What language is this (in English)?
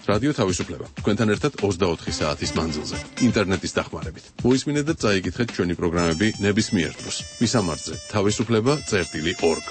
Georgian